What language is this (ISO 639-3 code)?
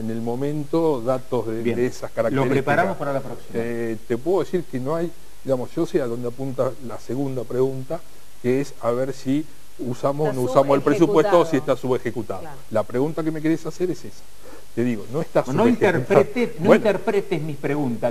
spa